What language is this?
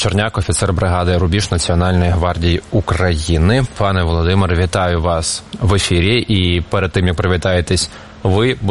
Ukrainian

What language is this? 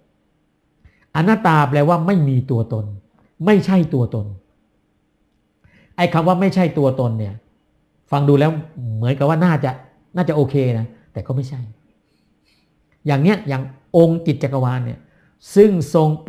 Thai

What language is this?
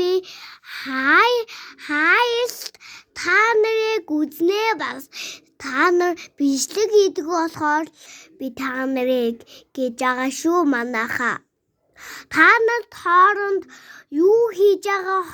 Mongolian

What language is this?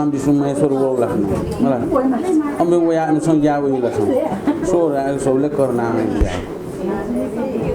Newari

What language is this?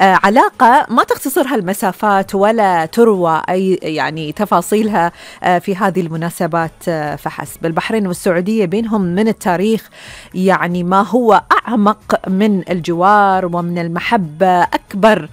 Gulf Arabic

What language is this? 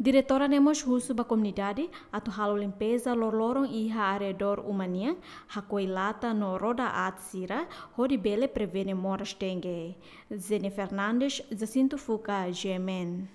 Tetum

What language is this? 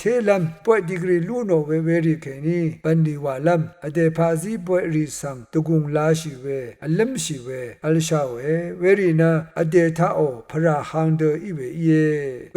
Rawang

